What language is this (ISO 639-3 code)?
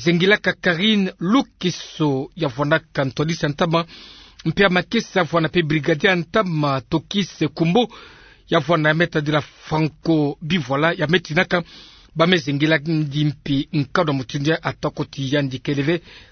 ktu